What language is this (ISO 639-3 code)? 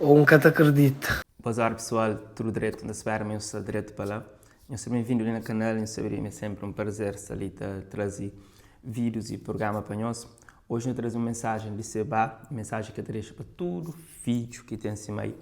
kea